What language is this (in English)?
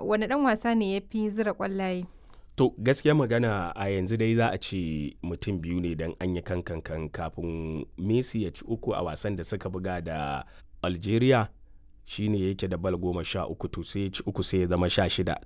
Hausa